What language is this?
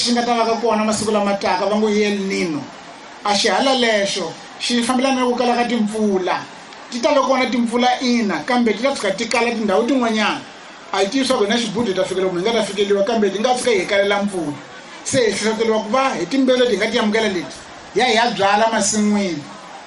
Tsonga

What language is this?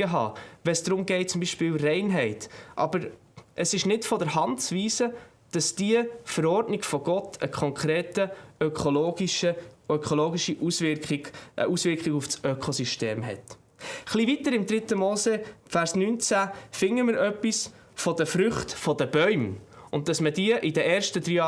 Swiss German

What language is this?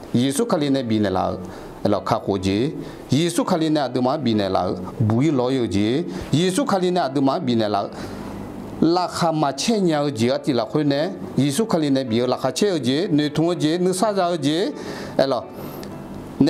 Akha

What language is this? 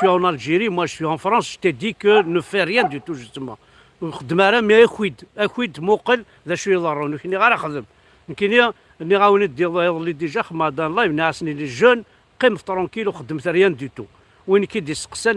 Kabyle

